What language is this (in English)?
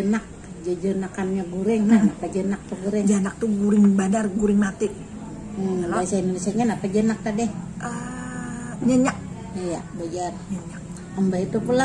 Banjar